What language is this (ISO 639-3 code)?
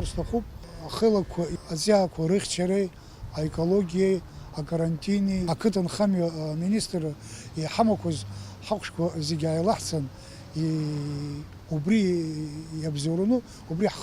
abk